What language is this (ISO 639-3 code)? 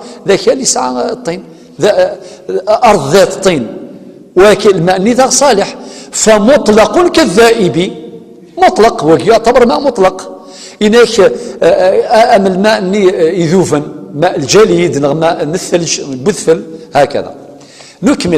kab